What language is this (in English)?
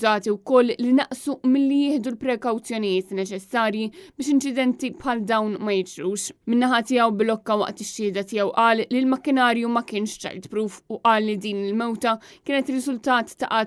Maltese